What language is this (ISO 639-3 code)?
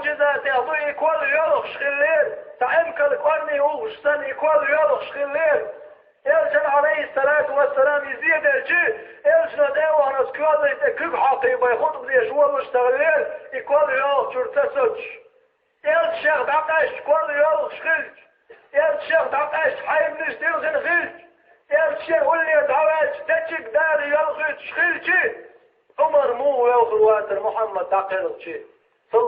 che